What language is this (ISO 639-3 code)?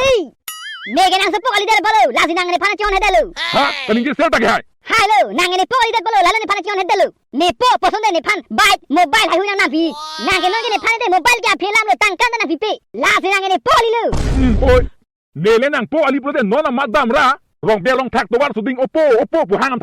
mjw